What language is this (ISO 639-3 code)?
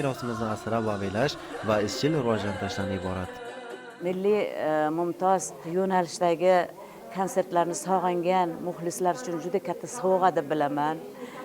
uzb